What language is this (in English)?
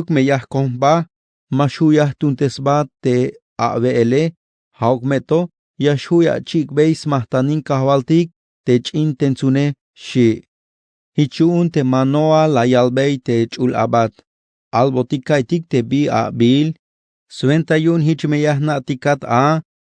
Tzeltal